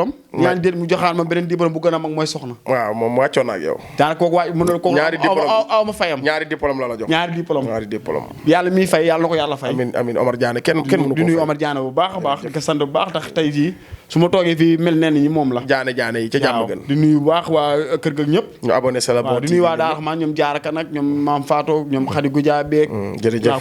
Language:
Wolof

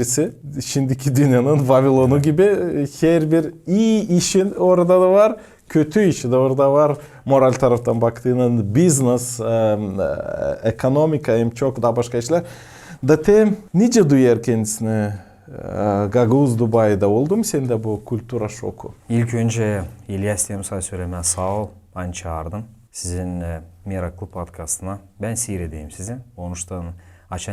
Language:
Gagauz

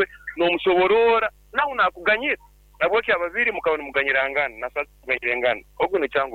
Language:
Nyoro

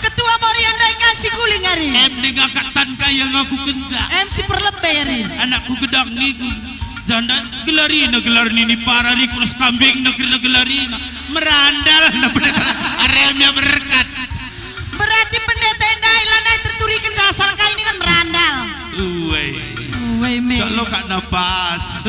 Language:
Batak Karo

